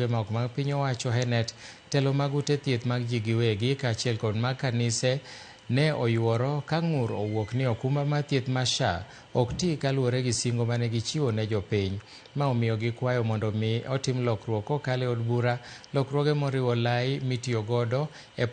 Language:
Luo (Kenya and Tanzania)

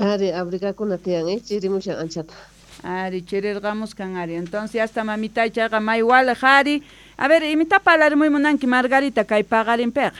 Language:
Quechua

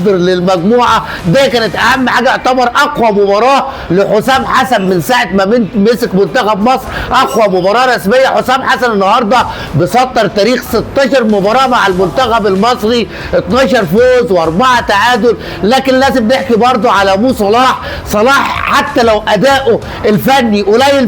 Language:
Egyptian Arabic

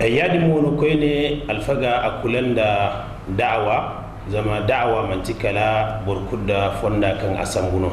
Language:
Zarma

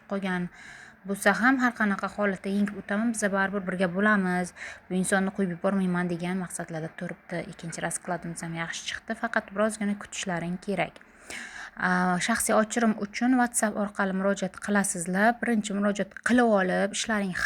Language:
Uzbek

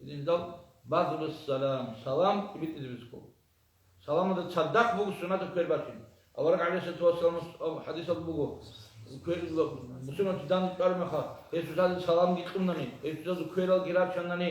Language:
Avaric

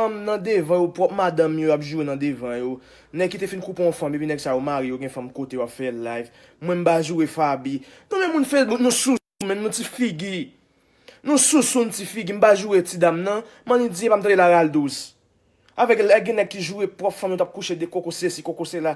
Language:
Haitian Creole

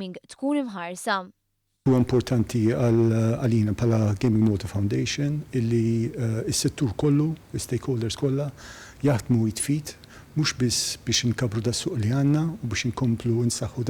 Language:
Maltese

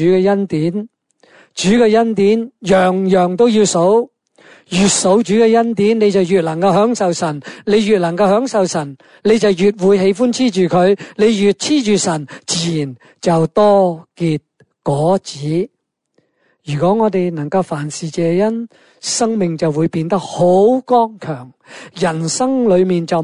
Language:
Cantonese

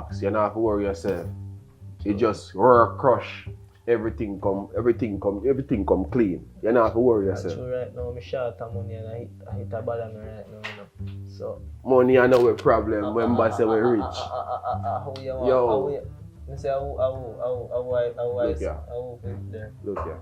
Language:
Jamaican Creole English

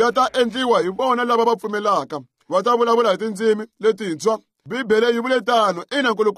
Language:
Tsonga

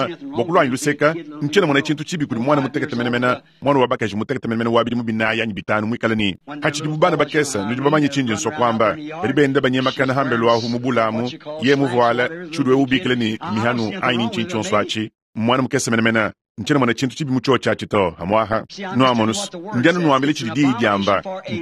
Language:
Luba-Lulua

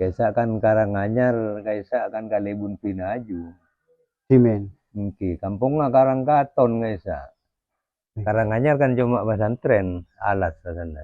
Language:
Madurese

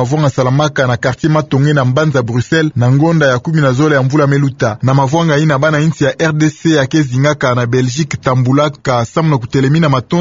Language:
Kituba (Democratic Republic of Congo)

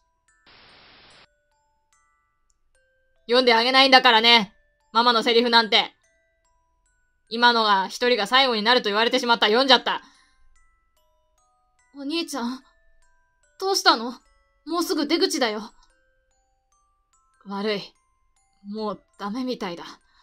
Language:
Japanese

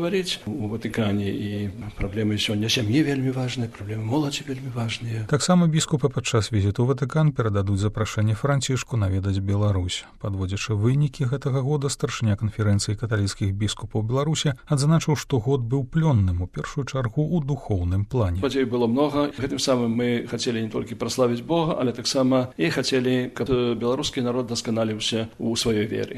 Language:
Belarusian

